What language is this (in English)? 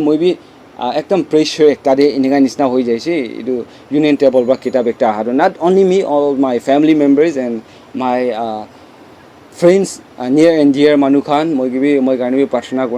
Naga Pidgin